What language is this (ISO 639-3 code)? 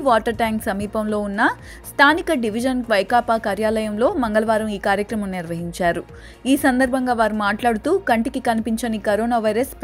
tel